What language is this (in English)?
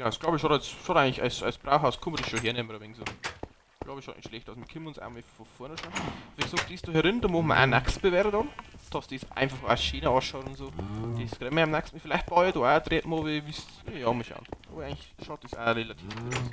Bavarian